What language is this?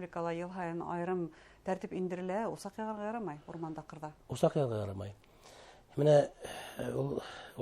Bashkir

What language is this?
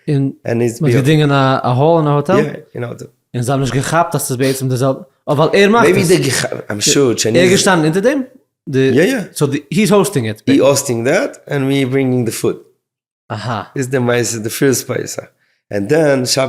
Yiddish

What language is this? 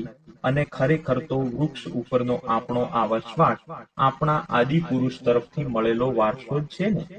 Gujarati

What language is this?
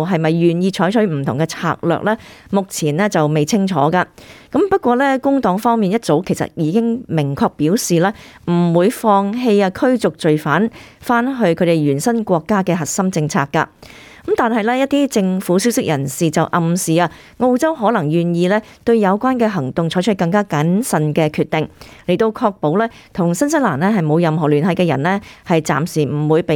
Cantonese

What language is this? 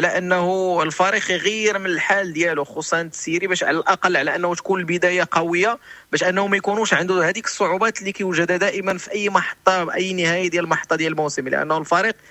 Moroccan Arabic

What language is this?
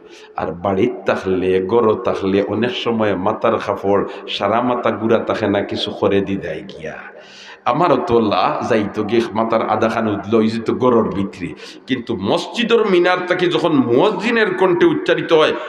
Sylheti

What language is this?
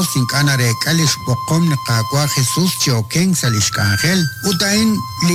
Kekchí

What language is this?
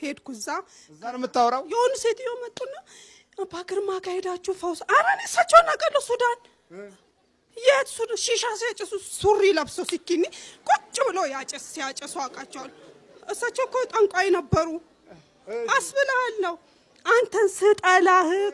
Amharic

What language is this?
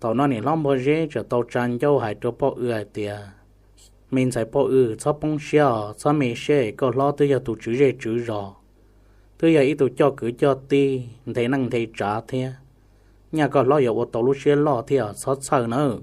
Hmong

